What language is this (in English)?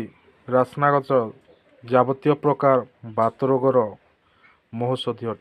Odia